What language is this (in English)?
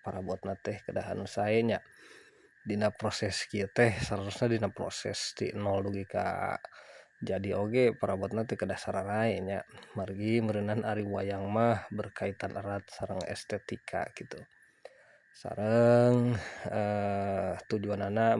Sundanese